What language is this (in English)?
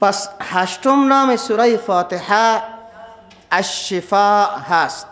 Persian